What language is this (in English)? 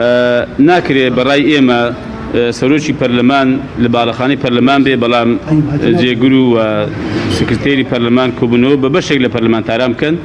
Central Kurdish